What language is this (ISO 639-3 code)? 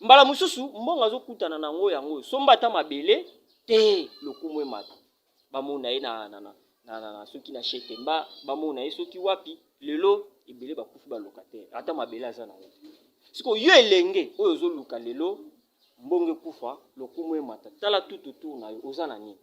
lin